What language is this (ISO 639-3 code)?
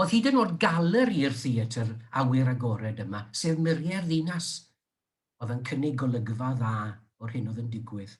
cym